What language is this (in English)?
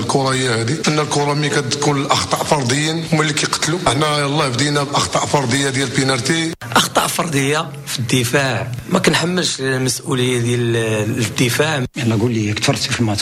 Moroccan Arabic